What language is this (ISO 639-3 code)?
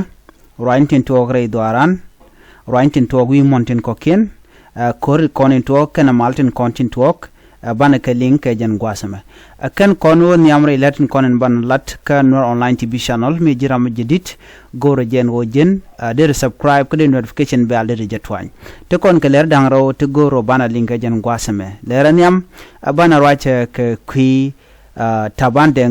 nus